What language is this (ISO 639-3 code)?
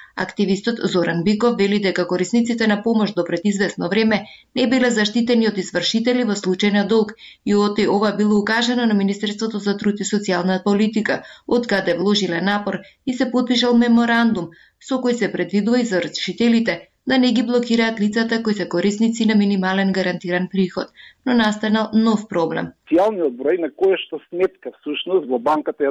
mkd